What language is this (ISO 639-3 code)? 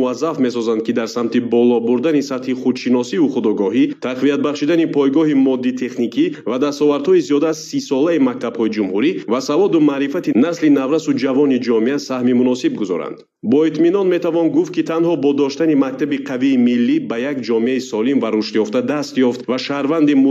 tgk